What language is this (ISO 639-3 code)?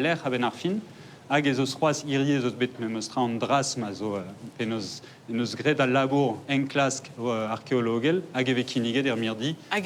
bre